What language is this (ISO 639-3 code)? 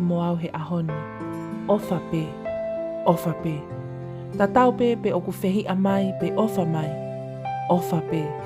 ton